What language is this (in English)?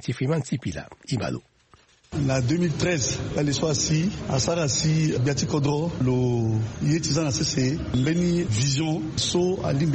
Sango